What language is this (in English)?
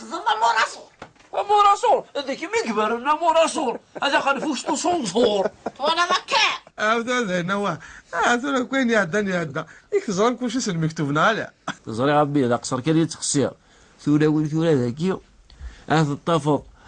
Kabyle